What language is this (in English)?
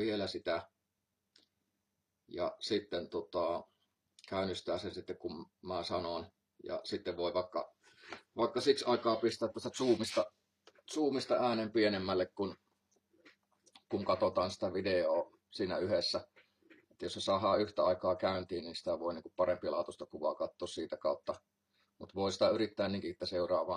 Finnish